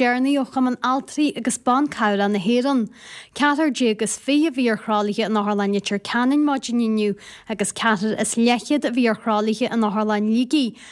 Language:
Irish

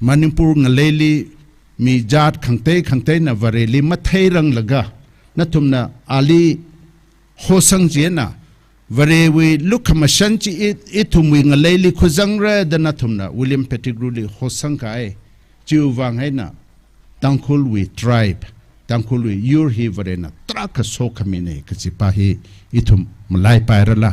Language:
Tangkhul Naga (India)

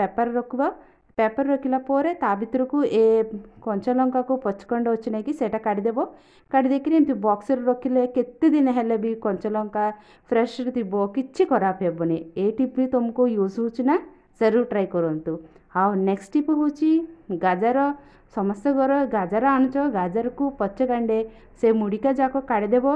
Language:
Odia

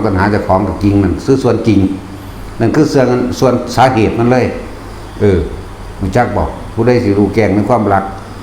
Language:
Northeastern Thai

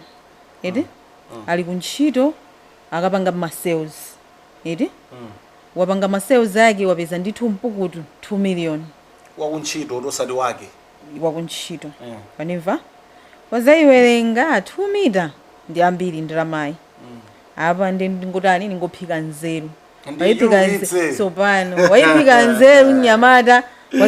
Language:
Nyanja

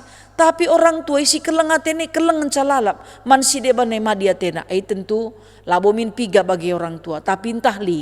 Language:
Batak Karo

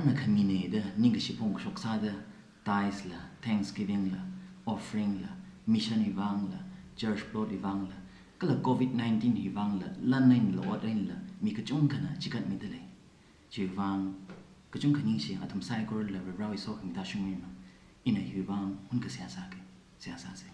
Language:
Tangkhul Naga (India)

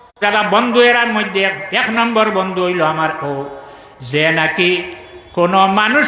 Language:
Sylheti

